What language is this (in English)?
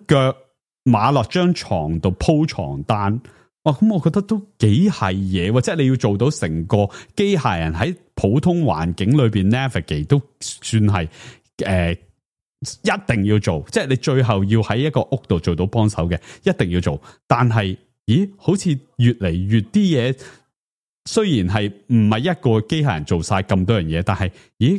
Cantonese